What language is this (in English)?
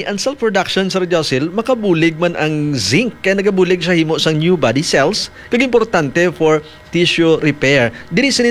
Hiligaynon